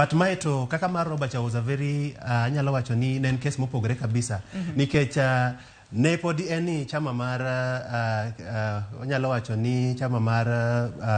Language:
Luo (Kenya and Tanzania)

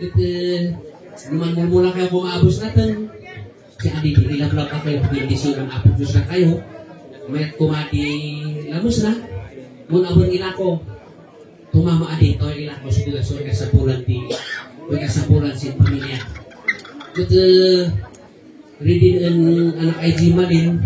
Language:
Kankanaey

